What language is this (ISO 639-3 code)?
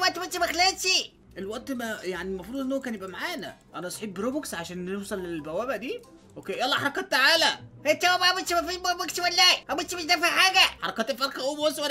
arz